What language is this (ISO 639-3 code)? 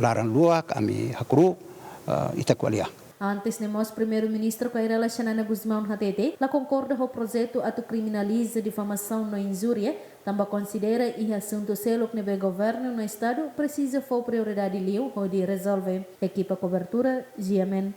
tet